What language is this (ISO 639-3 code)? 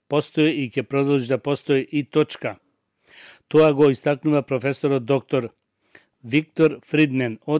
mkd